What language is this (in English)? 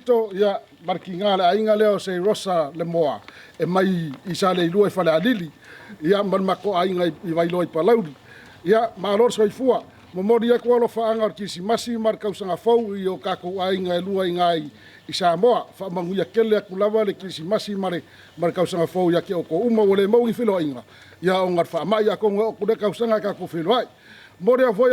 Samoan